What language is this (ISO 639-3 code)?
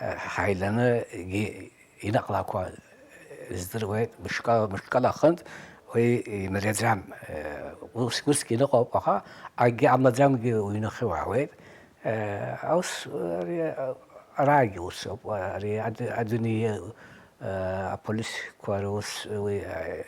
abk